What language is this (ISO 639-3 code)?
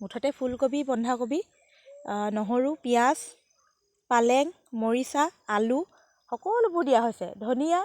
asm